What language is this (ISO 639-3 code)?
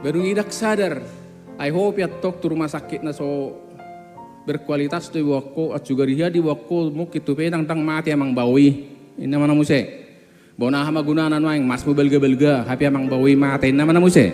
bbc